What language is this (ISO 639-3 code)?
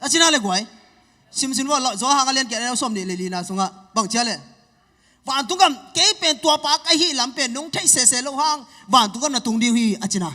ctd